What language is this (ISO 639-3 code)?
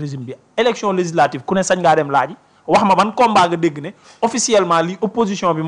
wol